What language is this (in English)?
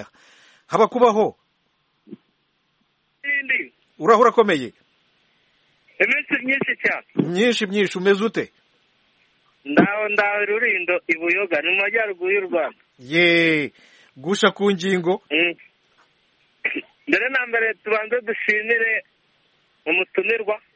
Kinyarwanda